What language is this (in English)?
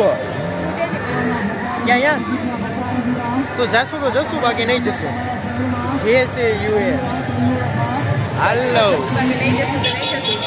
Gujarati